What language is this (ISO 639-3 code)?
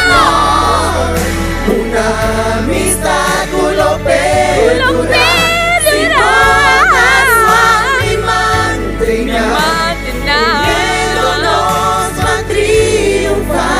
pap